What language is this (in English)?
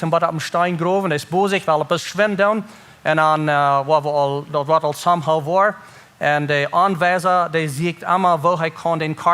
Plautdietsch